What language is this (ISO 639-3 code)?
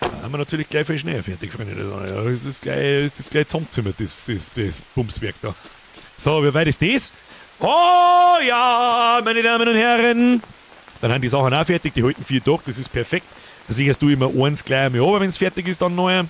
bar